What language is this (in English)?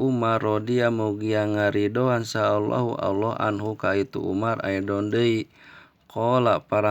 Sundanese